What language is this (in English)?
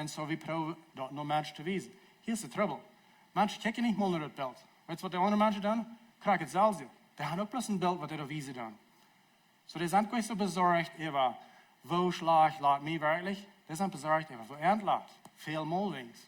Plautdietsch